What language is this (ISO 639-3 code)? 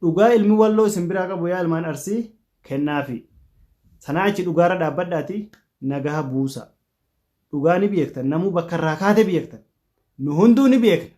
orm